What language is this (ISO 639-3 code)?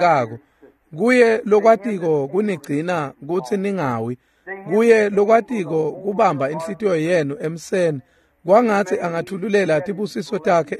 ssw